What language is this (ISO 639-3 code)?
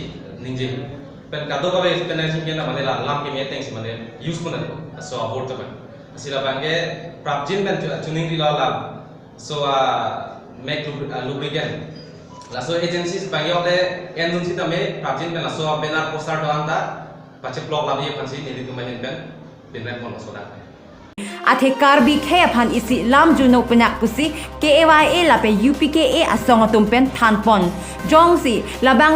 mjw